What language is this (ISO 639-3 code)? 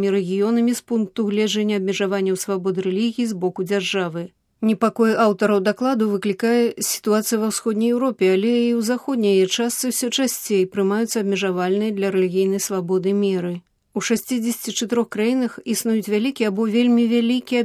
bel